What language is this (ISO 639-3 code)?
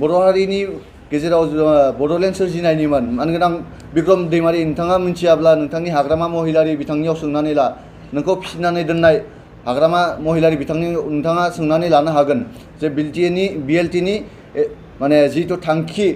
brx